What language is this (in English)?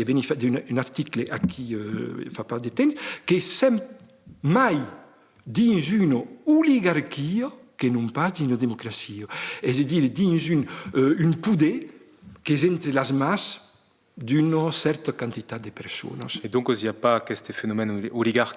Occitan